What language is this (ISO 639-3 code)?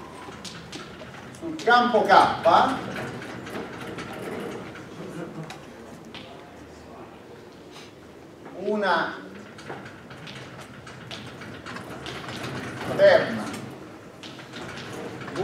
ita